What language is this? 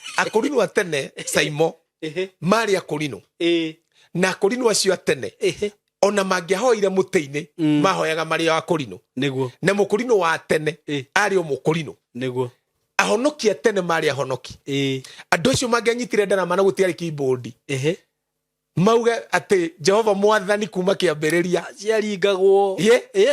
Kikuyu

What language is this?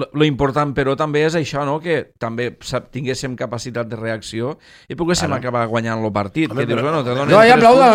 Catalan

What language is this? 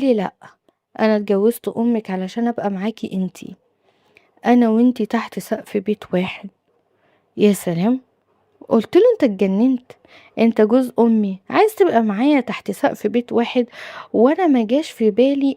Egyptian Arabic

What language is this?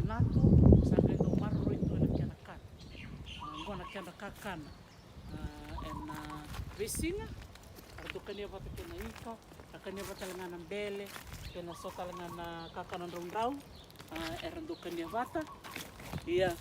Fijian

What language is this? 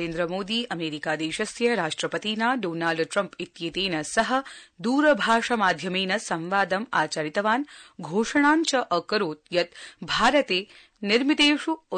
Sanskrit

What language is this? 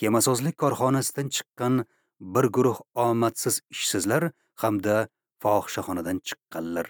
Uzbek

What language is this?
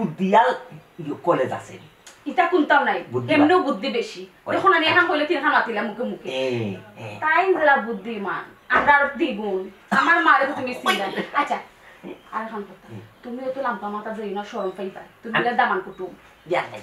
Sylheti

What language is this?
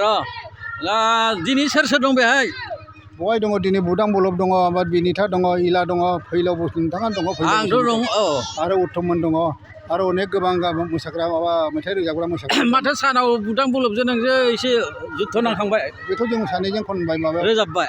Bodo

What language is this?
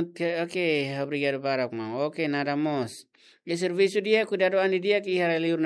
Tetum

